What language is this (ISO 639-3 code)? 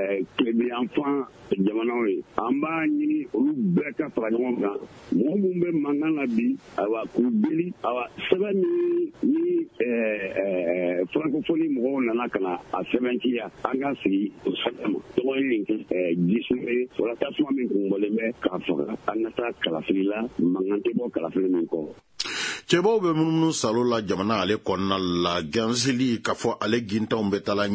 bam